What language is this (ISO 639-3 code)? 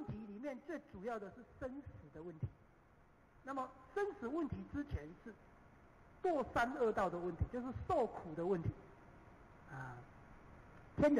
zho